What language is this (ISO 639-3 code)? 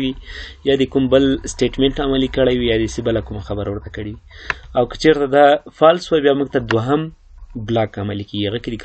pus